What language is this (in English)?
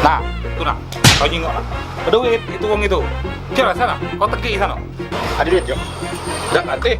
Musi